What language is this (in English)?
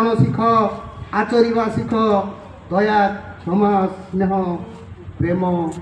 Odia